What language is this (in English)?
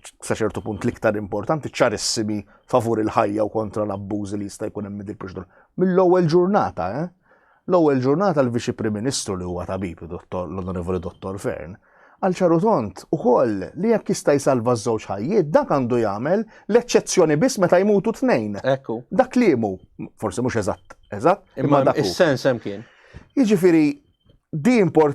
Maltese